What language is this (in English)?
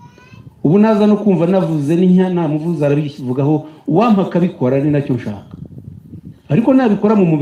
Kinyarwanda